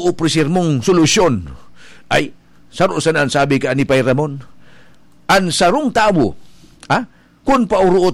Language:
Bikol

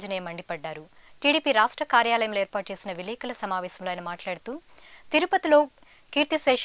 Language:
Telugu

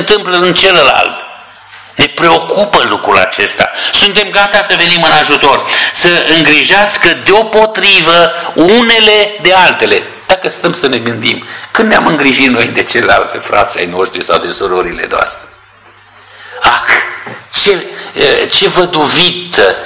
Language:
Romanian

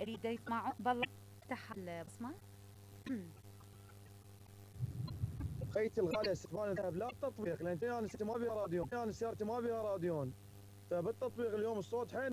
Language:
Mesopotamian Arabic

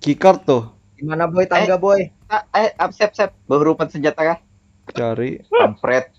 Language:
Banjar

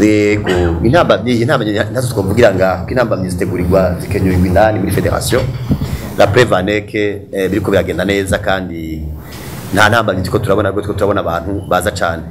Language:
Rundi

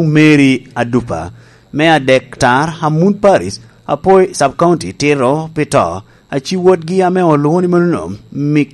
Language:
Lango (Uganda)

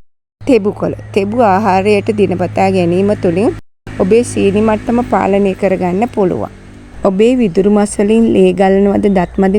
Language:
Sinhala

